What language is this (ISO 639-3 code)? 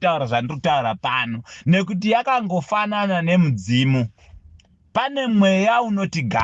sna